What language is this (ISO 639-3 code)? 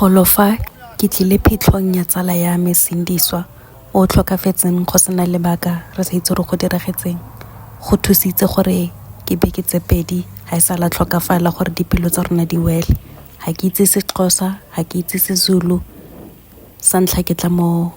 tsn